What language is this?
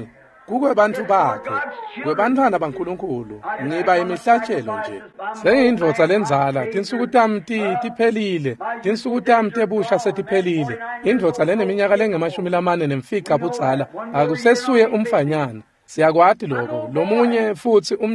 Swati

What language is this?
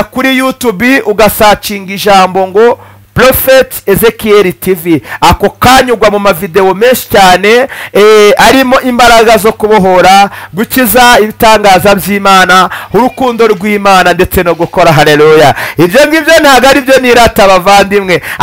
Kinyarwanda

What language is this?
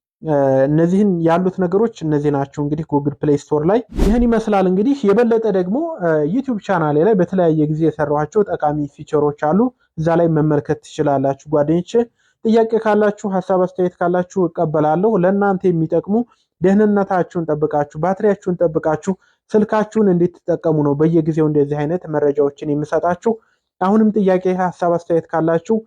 Amharic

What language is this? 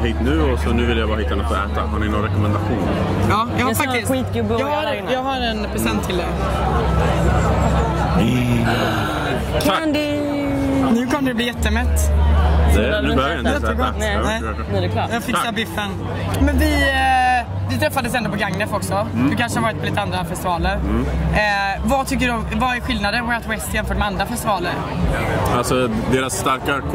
Swedish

